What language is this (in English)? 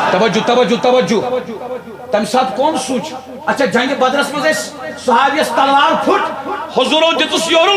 Kashmiri